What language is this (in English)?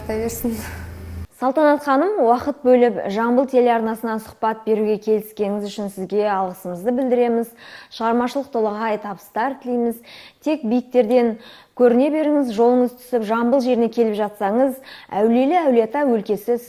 Kazakh